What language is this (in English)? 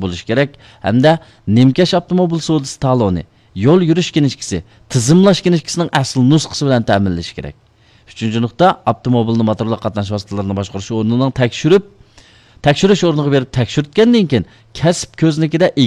Uyghur